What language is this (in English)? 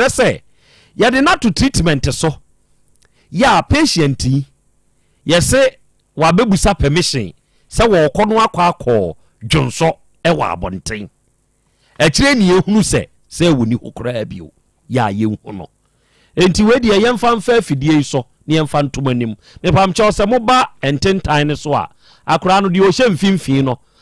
Akan